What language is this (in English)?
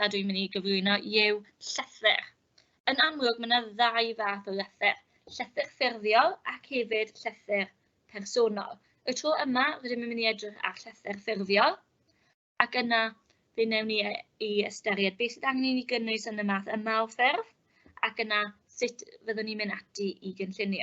Welsh